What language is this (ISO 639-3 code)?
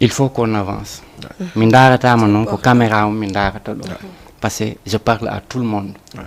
ful